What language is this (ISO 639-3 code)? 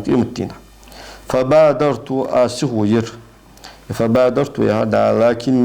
inh